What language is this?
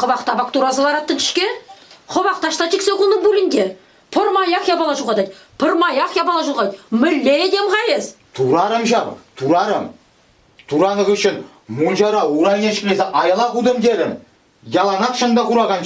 Chuvash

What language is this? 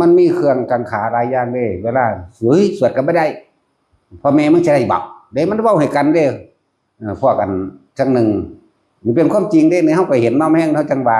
Northeastern Thai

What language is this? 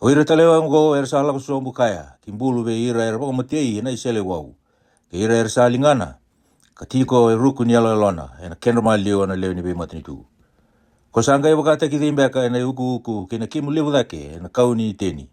Fijian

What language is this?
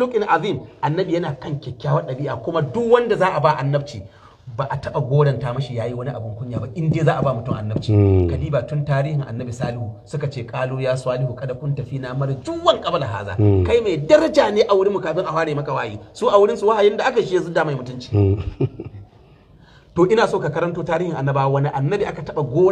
Hausa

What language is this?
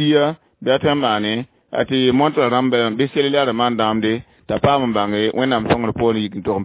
Mossi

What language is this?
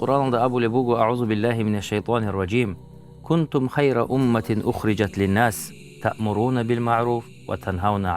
Avaric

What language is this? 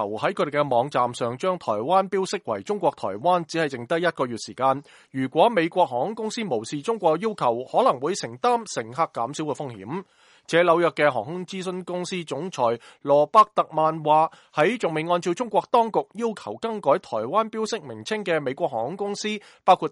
Cantonese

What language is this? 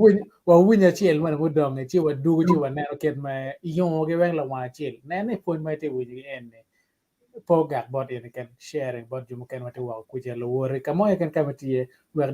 Acoli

